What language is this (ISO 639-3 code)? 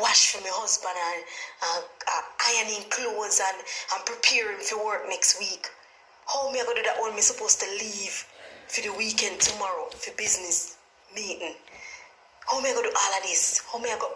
jam